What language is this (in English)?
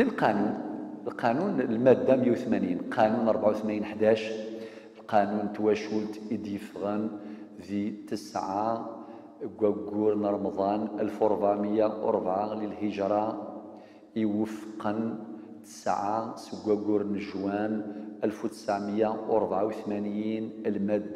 Kabyle